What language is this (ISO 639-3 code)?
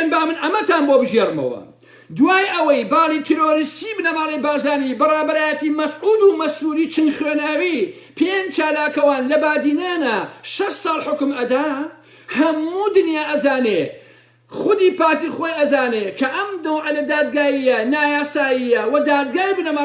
ckb